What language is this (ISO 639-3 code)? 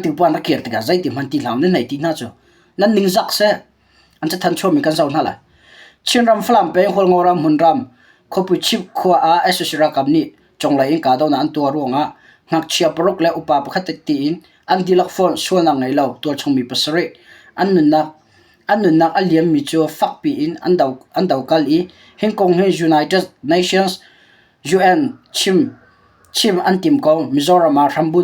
cnh